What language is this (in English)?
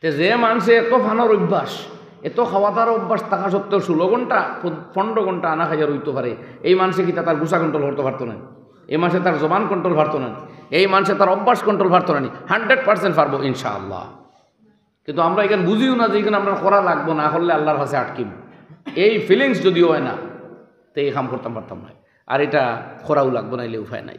Sylheti